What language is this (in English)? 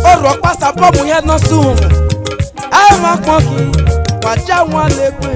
Esan